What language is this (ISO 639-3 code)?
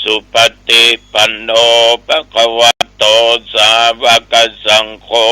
pli